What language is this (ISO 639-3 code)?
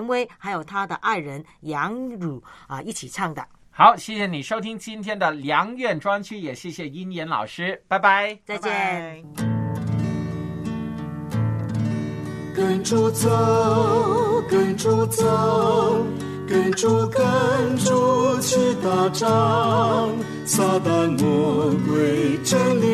zho